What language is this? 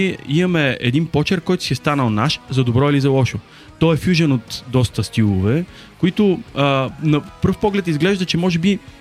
Bulgarian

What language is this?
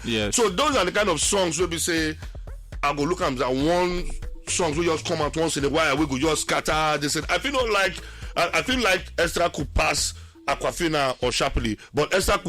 Nigerian Pidgin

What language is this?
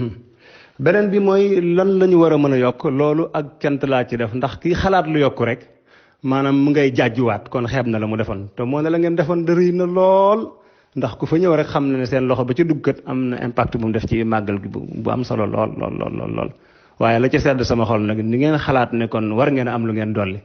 Wolof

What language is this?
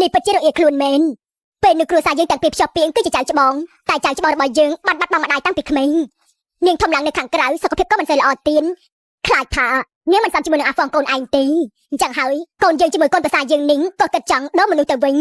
Khmer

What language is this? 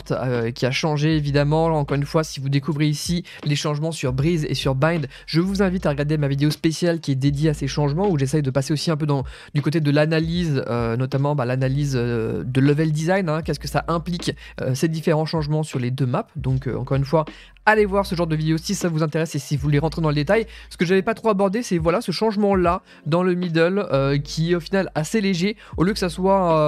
French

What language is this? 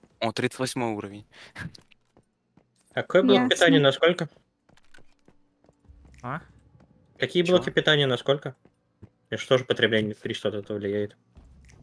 Russian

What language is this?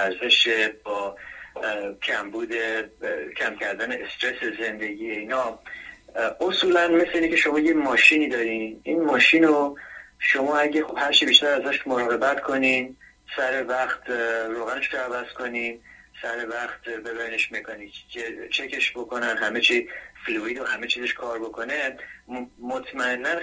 Persian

